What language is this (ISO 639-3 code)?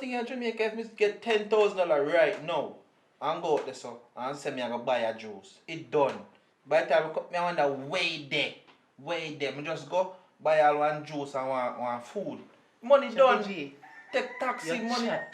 jam